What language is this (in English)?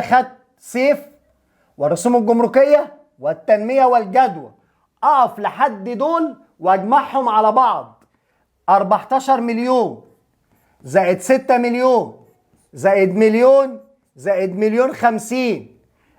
Egyptian Arabic